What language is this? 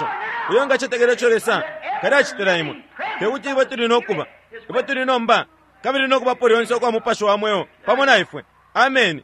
Bemba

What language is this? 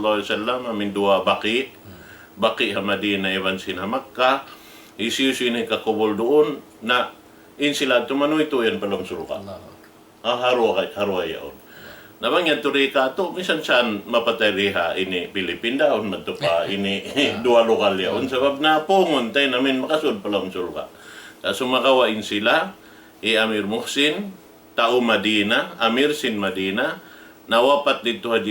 Tausug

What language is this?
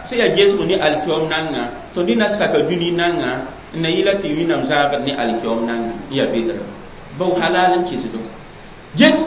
Mossi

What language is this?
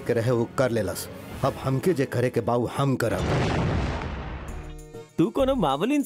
Bhojpuri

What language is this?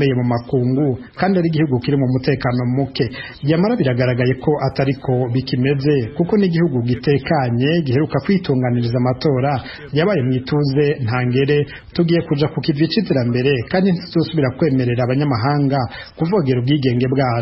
Rundi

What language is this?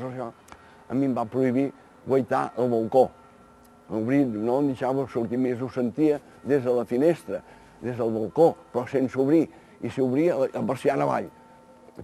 Catalan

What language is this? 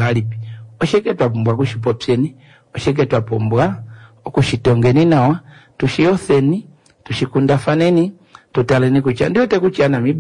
Kuanyama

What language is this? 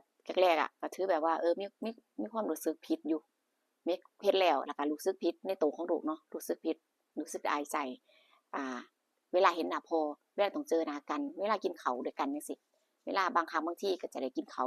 Northeastern Thai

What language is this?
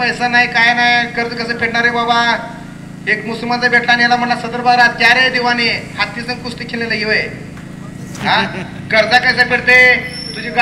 Marathi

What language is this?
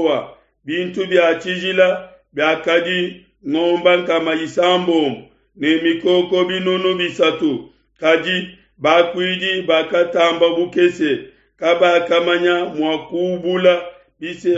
Luba-Lulua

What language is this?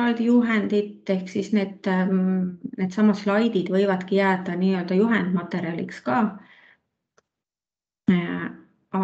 Estonian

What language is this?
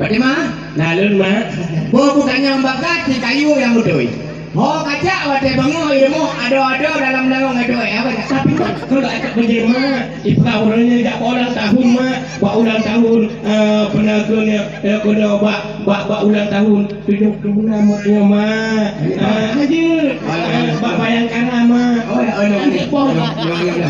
Achinese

